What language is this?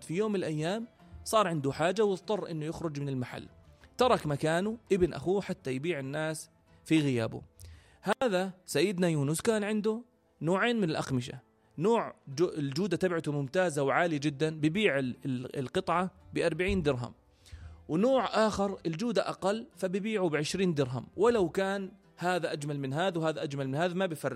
North Levantine Arabic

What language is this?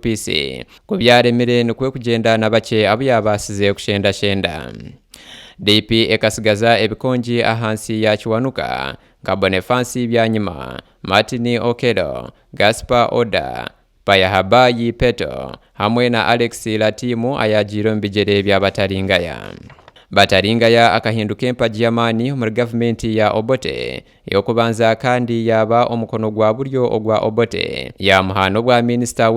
Nyankole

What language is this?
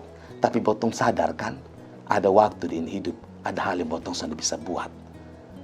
Kupang Malay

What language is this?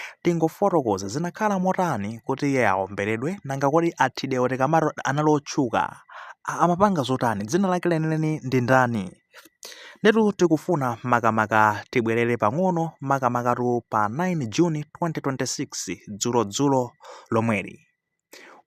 Nyanja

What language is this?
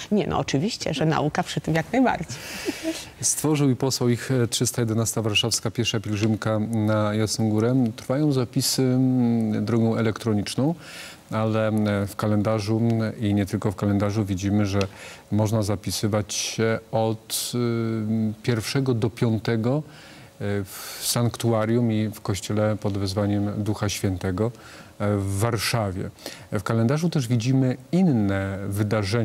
Polish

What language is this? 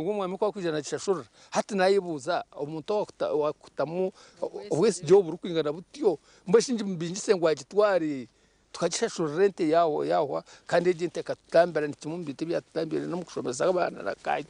Nyankole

